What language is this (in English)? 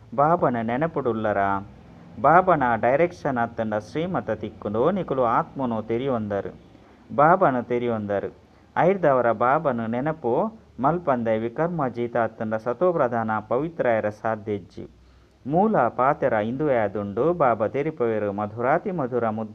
Tulu